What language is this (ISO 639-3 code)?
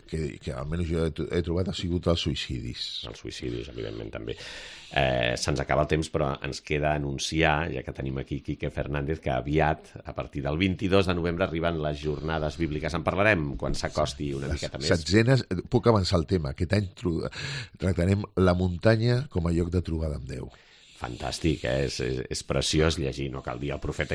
cat